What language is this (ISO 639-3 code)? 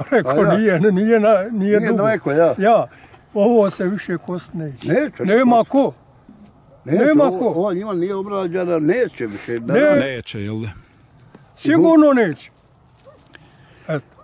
bos